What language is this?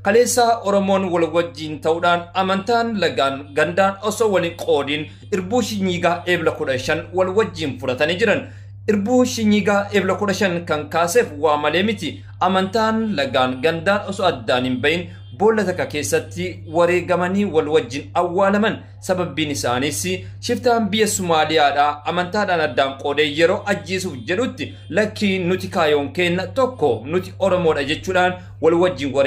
Oromo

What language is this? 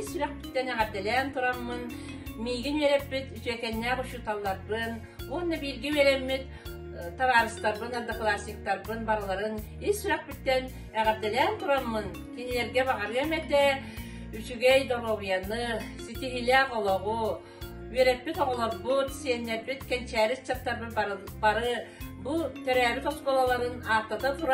Yakut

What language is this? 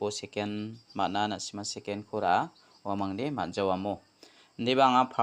Garo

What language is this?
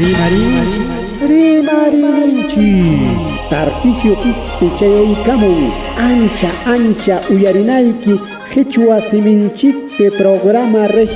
Ayacucho Quechua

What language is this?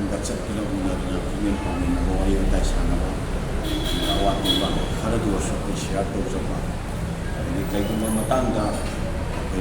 Manipuri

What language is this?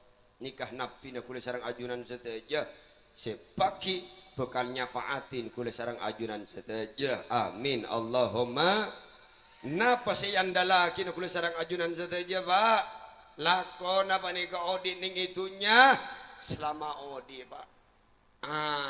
Madurese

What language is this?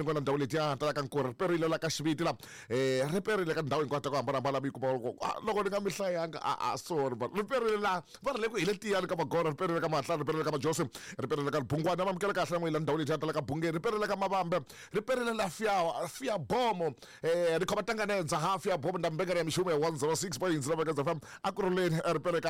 Tsonga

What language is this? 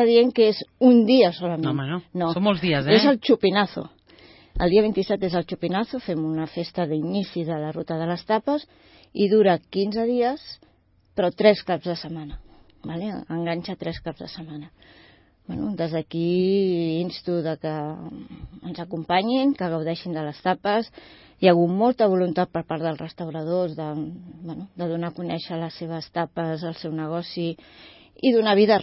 Catalan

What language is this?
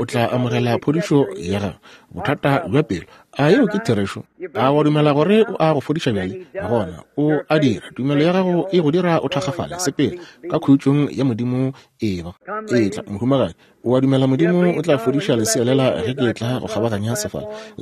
Northern Sotho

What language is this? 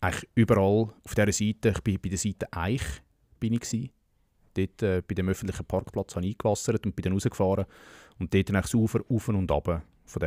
Swiss German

